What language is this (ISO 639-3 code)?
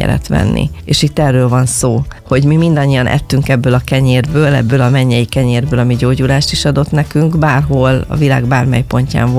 hun